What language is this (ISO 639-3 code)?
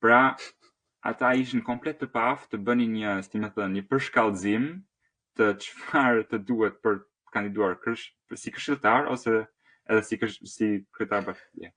sqi